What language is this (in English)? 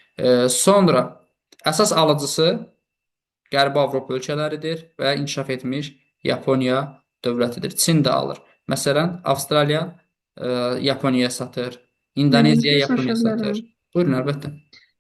Azerbaijani